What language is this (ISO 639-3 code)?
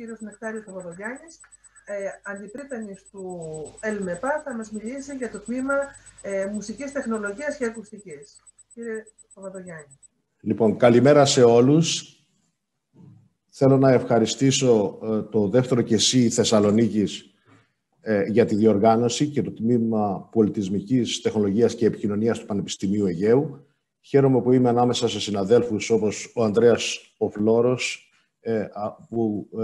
ell